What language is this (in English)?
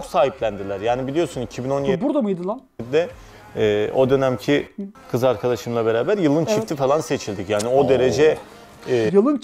Turkish